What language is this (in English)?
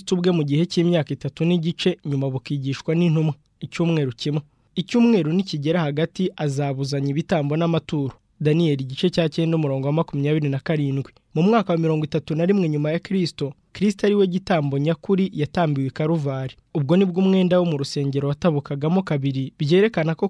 Kinyarwanda